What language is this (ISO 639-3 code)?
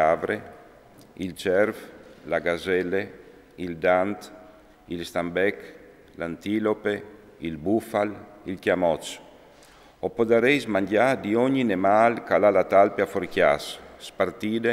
fur